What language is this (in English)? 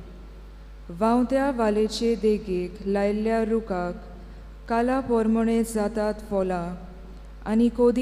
Konkani